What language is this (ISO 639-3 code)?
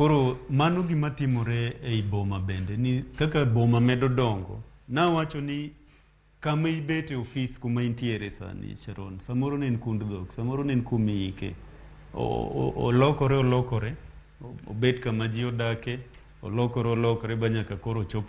luo